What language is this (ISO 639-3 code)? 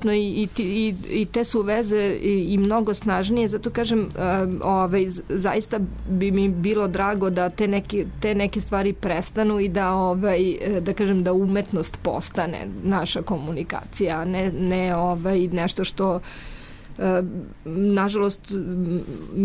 srp